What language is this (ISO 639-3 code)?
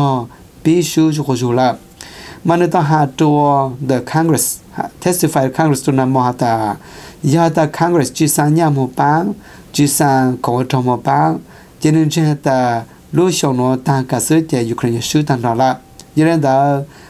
tha